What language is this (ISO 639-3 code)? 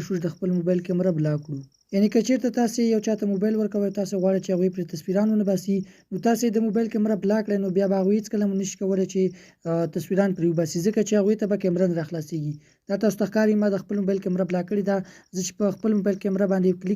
pus